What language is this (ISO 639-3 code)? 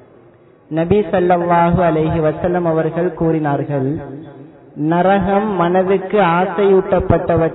tam